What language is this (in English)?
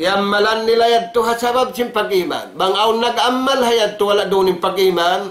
Tausug